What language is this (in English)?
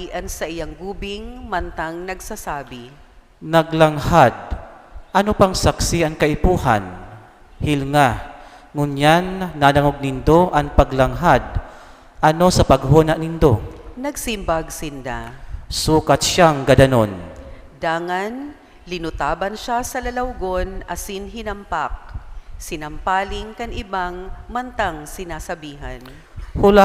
Bikol